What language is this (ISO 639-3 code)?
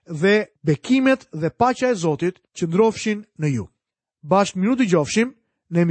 sqi